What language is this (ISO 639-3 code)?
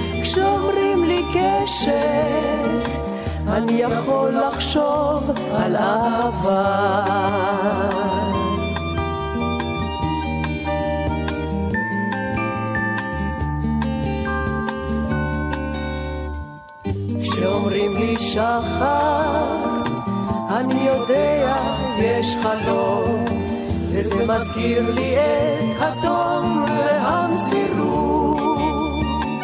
heb